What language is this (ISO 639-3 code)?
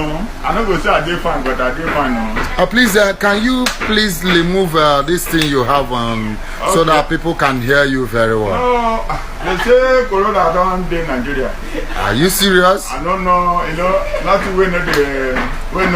pcm